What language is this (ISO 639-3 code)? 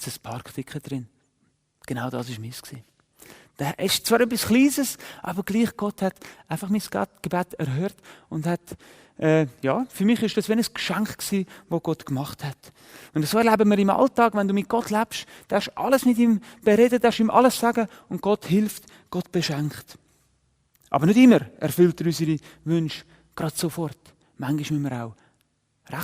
gsw